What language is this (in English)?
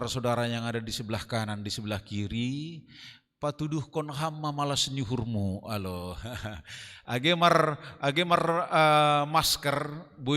Batak Simalungun